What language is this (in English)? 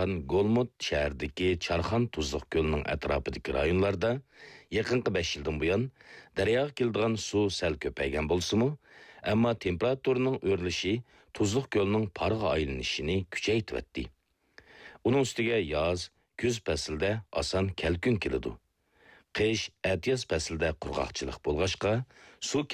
Uyghur